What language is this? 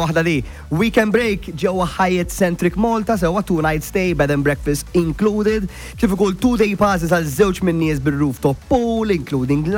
Maltese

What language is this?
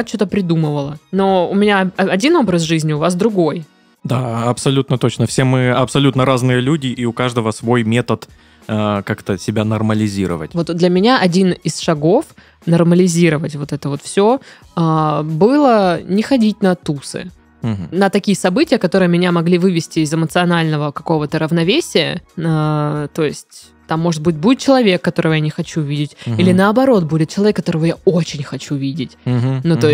Russian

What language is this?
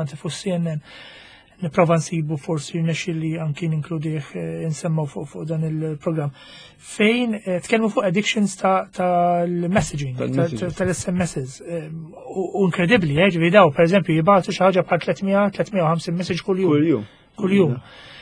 Maltese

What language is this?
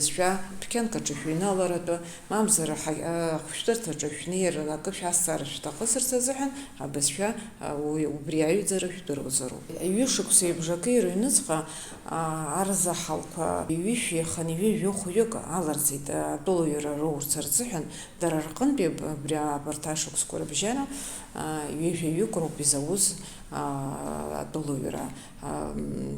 Abkhazian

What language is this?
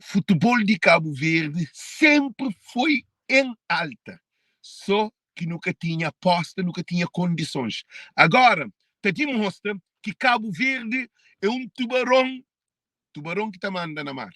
Kabuverdianu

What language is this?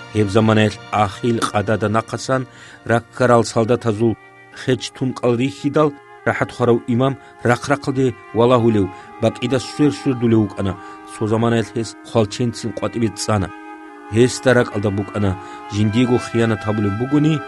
Avaric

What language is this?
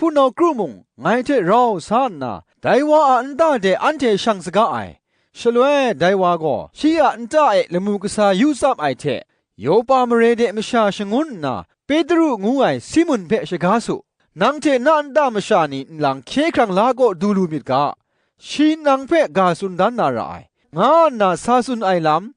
Kachin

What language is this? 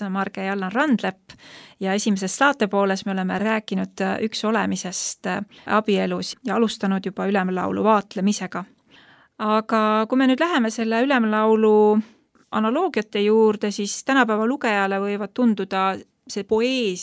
Estonian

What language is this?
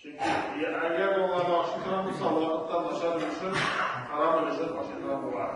Tatar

